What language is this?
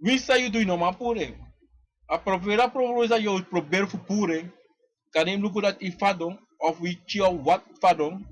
Sranan Tongo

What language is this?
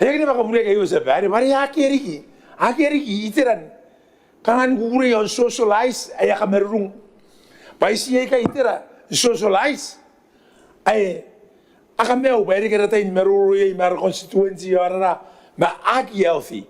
Gilbertese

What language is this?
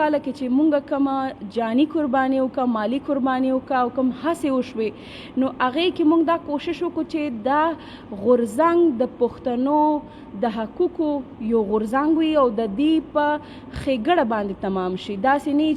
Pashto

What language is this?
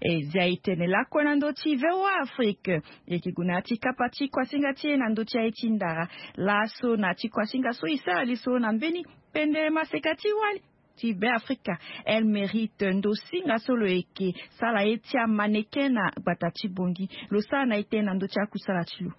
Sango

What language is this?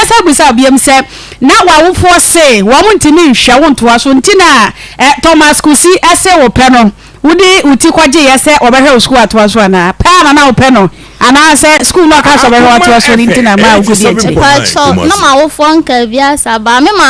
Akan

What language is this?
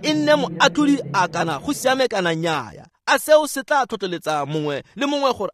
Tswana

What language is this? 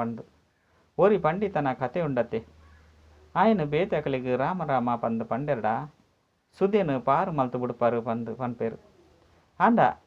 Tulu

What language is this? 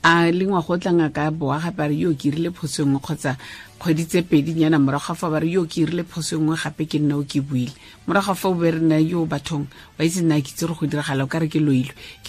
Tswana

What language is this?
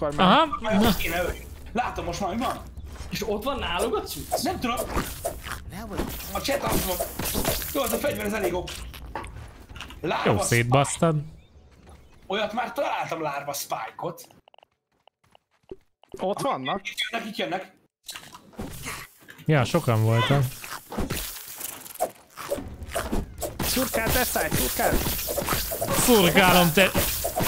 Hungarian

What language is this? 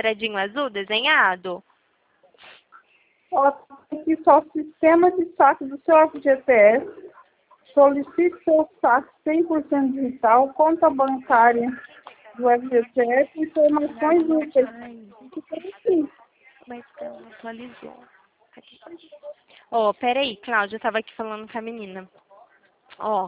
Portuguese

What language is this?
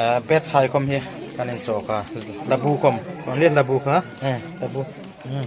Hmar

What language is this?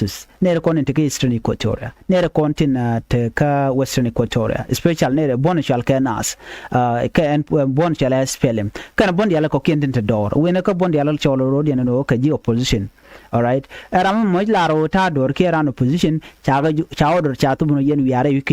Nuer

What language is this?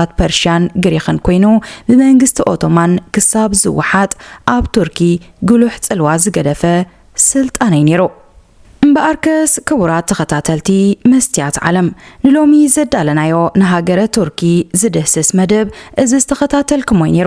Tigrinya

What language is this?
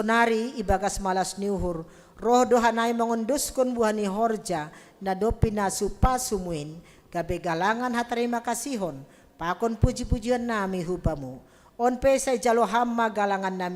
Batak Simalungun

